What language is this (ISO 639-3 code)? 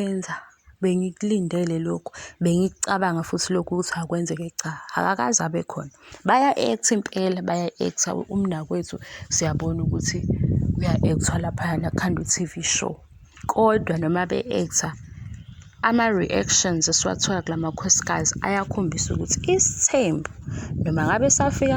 zul